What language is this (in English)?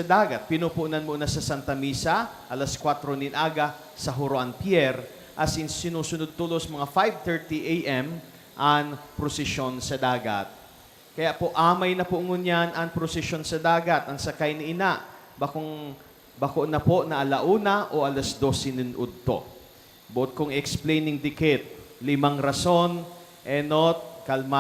Bikol